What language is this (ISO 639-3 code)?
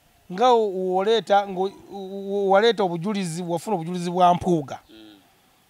lug